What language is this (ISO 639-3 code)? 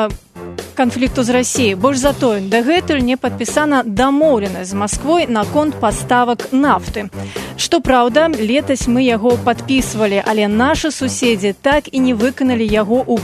bel